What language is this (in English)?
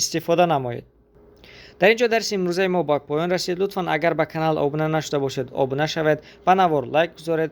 Tajik